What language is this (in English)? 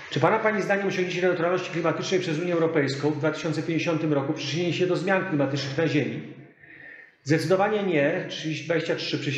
Polish